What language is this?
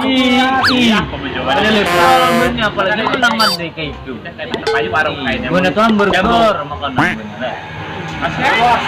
Banjar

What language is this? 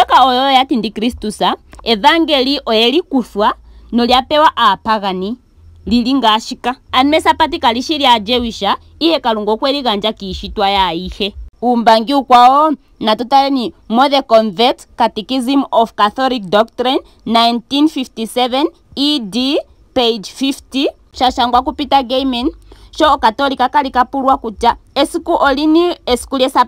Ndonga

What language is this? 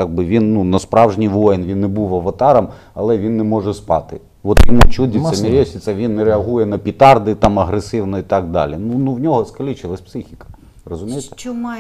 Ukrainian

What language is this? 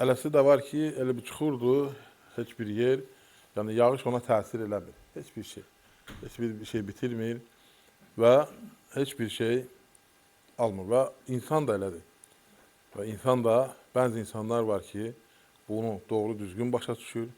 Azerbaijani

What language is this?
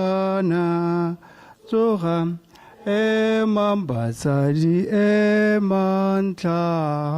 Tswana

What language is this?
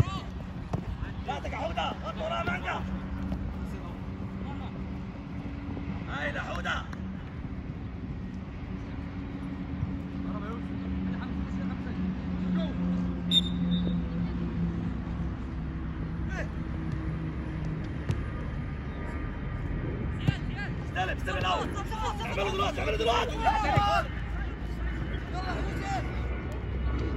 Egyptian Arabic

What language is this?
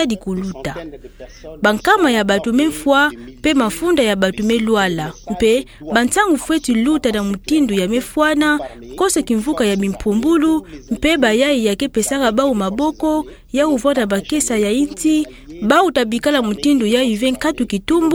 Kituba (Democratic Republic of Congo)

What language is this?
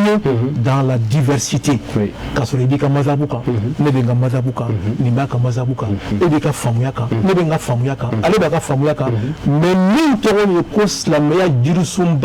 Bambara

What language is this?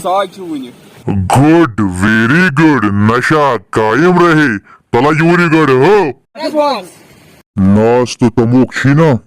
Kashmiri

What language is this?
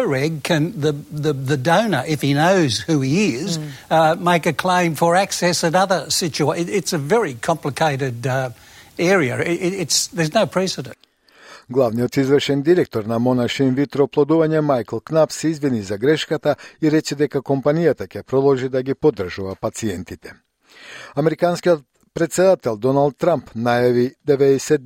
Macedonian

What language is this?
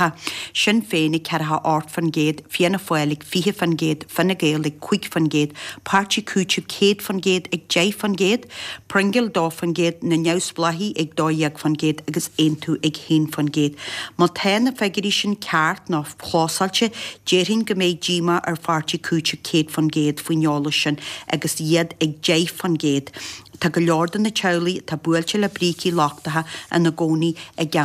Irish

